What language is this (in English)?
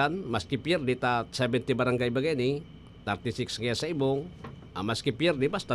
Bikol